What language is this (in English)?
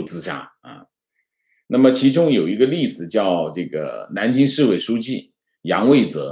Chinese